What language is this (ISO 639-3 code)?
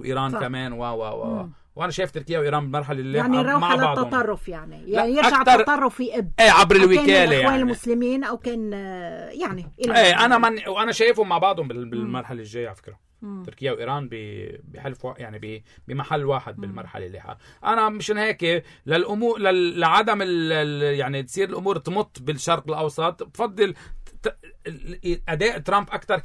apc